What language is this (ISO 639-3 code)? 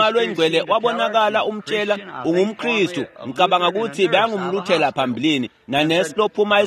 ssw